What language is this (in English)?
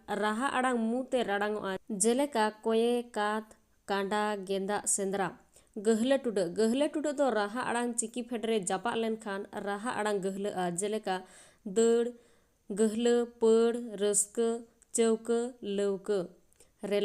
Santali